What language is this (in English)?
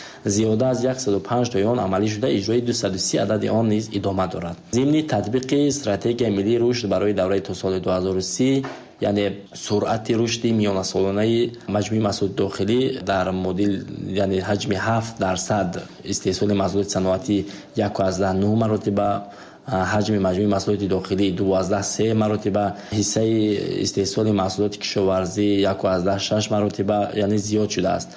Tajik